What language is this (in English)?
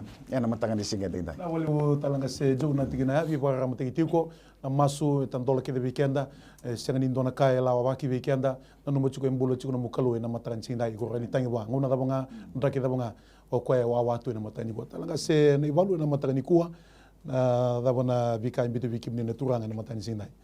Fijian